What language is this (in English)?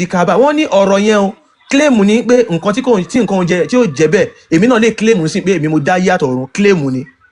Yoruba